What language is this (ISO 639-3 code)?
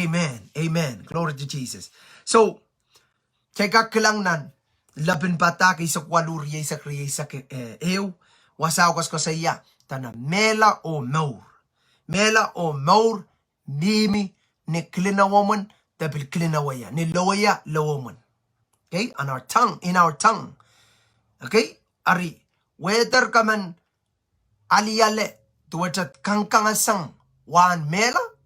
pon